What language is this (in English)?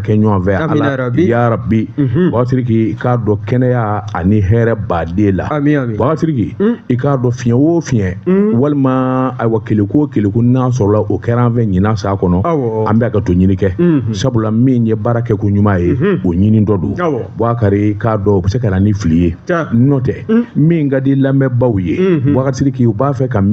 Bambara